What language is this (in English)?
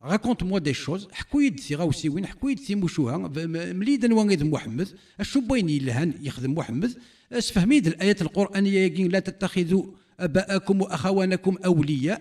Kabyle